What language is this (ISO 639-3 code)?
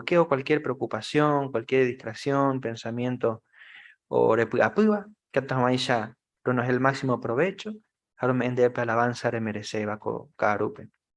grn